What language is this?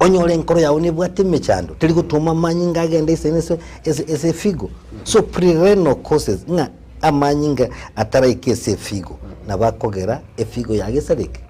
Gusii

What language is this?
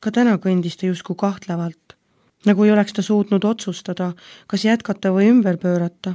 Estonian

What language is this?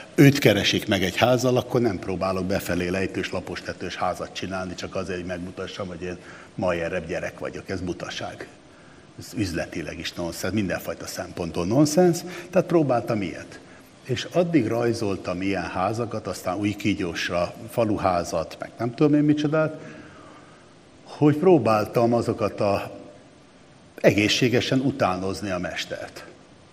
Hungarian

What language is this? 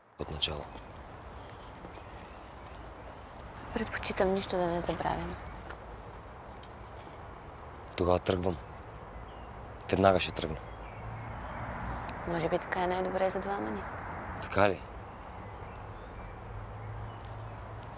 Bulgarian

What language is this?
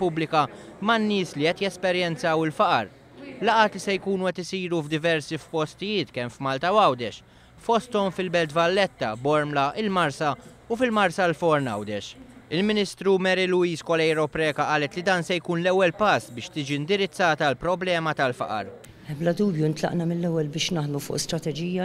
Maltese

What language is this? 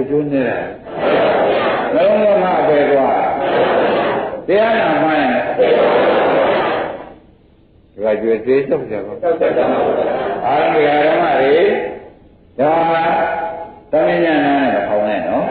Burmese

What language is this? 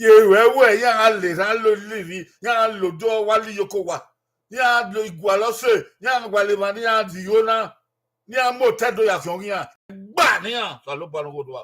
Bini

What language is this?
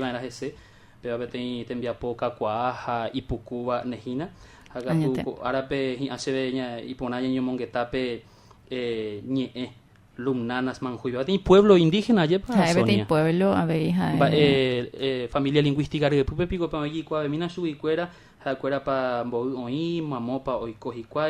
Guarani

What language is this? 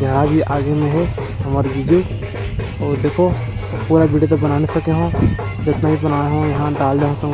Chhattisgarhi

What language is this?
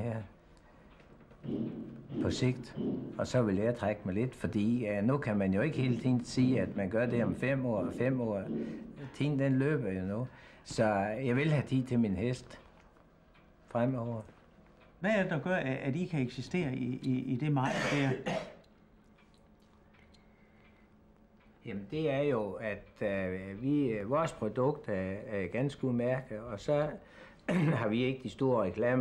Danish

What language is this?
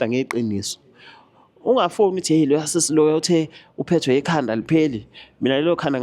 Zulu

